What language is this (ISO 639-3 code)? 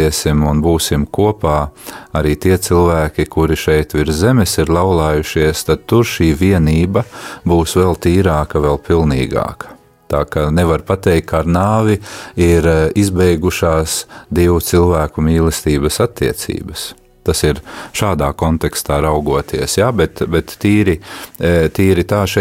lav